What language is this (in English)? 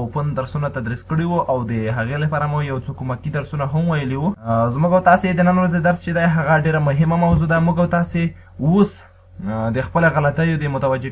Pashto